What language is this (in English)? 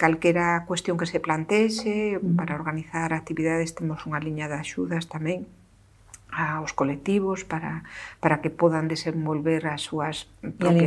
Galician